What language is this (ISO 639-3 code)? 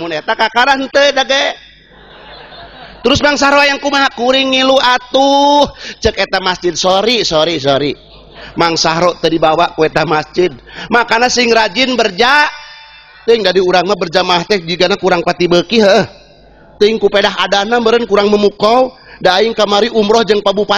sun